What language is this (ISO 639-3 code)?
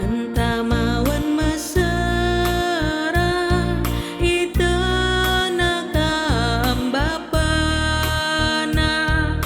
btx